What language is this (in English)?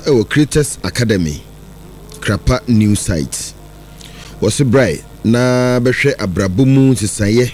Akan